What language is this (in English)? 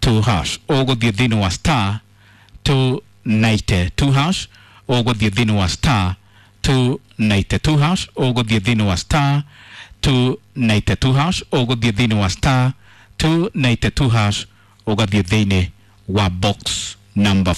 Kikuyu